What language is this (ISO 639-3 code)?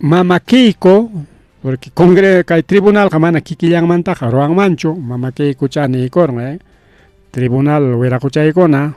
quy